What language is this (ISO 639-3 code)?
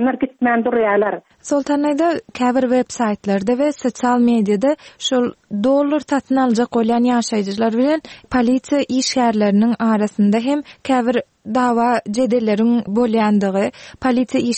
tuk